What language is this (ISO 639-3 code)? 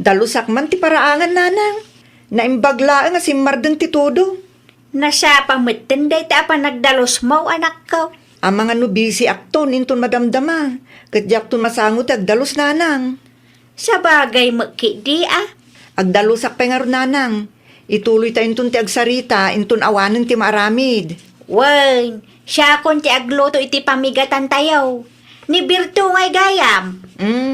ilo